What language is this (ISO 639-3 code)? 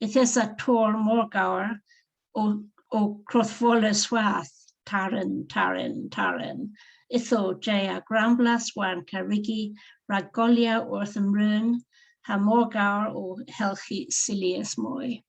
cor